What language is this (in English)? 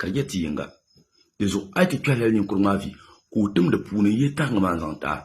Dagbani